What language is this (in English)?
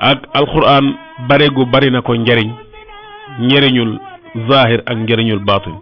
Wolof